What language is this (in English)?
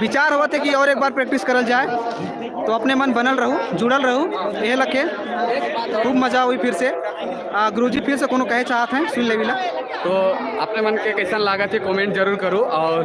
Sadri